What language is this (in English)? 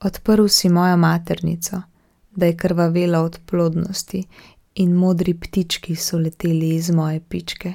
Slovenian